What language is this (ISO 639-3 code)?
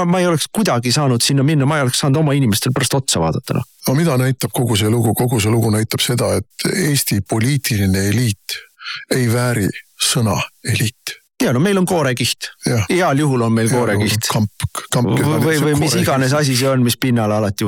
est